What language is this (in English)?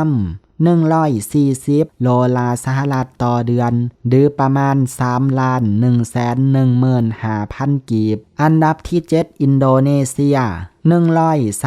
Lao